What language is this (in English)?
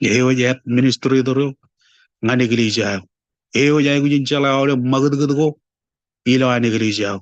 Marshallese